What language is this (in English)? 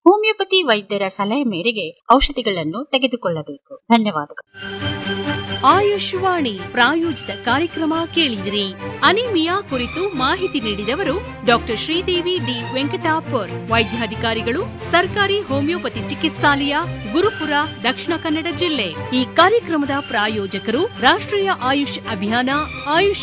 Kannada